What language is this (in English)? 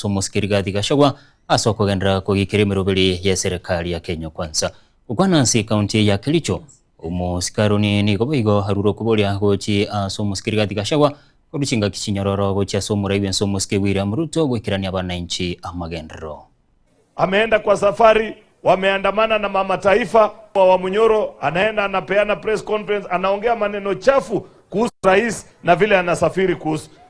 Gusii